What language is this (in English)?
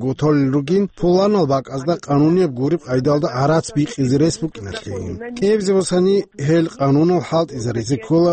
Avaric